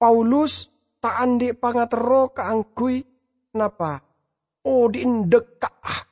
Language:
Madurese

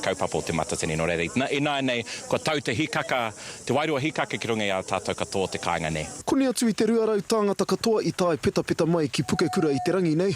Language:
Māori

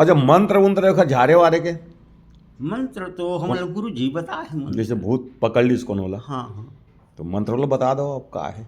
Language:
Chhattisgarhi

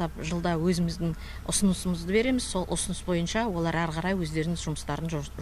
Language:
Kazakh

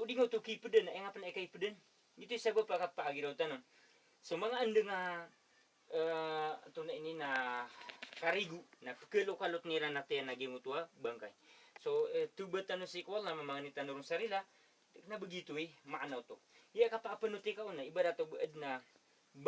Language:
Maranao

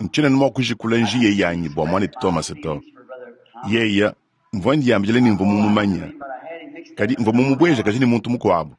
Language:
Luba-Lulua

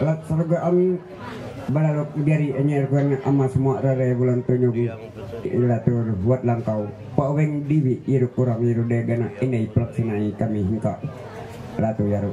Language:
Ma'anyan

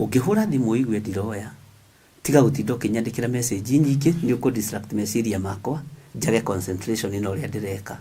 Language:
Kikuyu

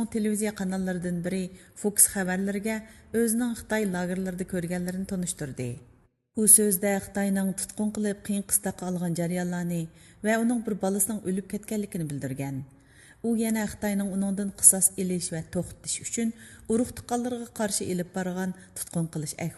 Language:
Uyghur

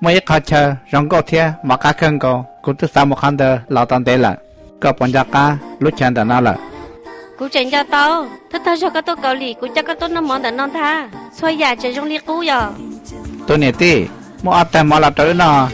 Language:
Hmong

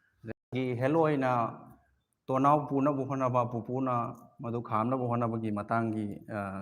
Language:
Manipuri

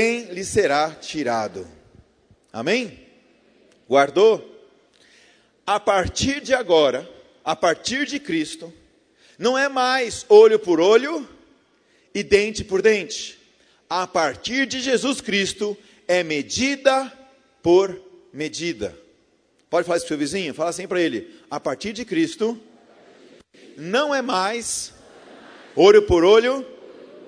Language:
Portuguese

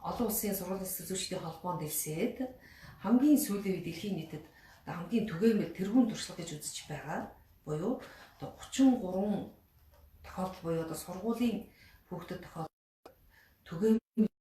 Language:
Mongolian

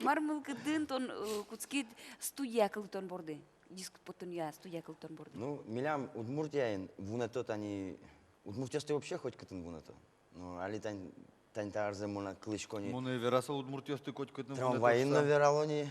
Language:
Udmurt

